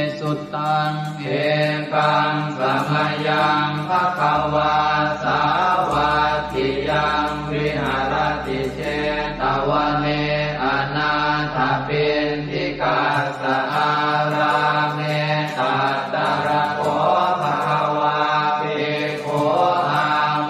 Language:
Pali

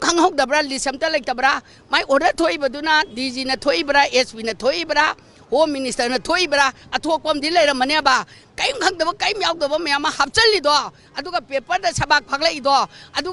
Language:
Manipuri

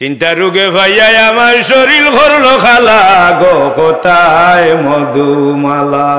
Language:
Sylheti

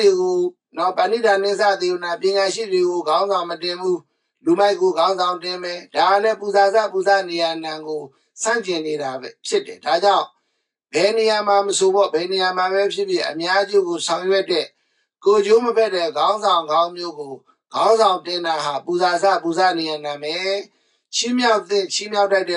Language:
Burmese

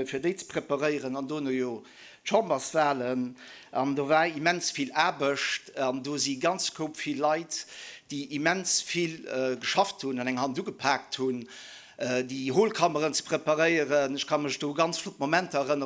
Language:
Luxembourgish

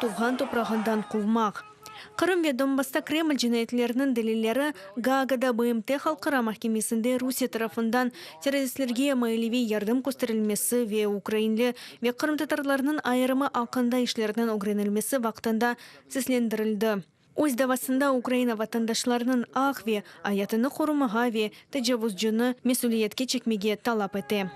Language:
Crimean Tatar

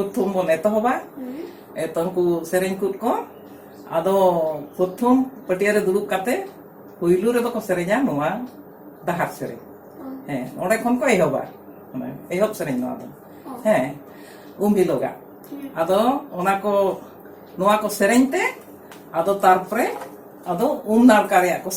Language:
Santali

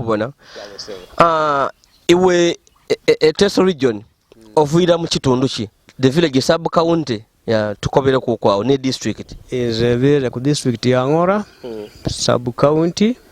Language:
Ganda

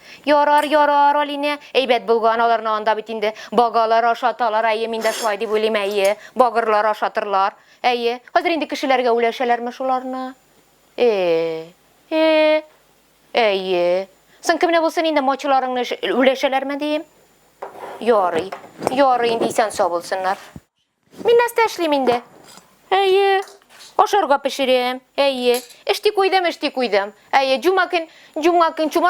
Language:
Tatar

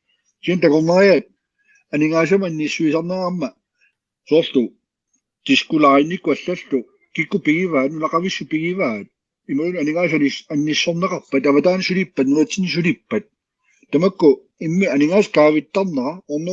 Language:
Kalaallisut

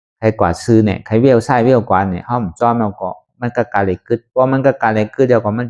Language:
Shan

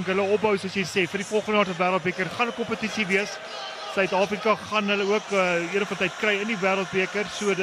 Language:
Afrikaans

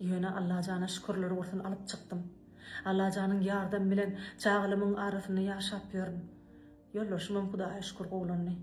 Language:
Turkmen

